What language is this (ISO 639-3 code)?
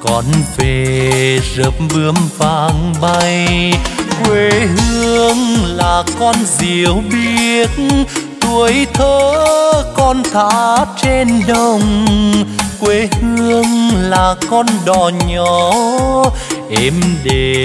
vie